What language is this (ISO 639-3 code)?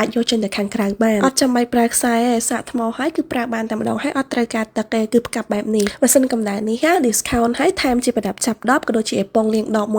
khm